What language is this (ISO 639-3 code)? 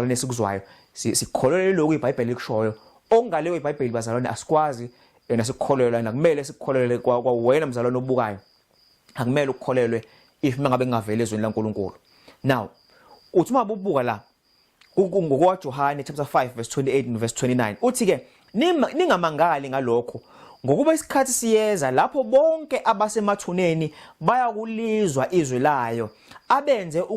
zul